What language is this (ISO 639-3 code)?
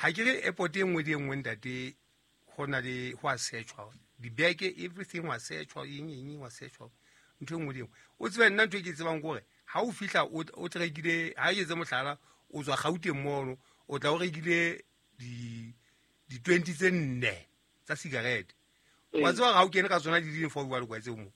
sot